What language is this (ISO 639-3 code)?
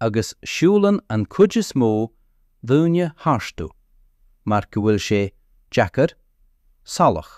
gle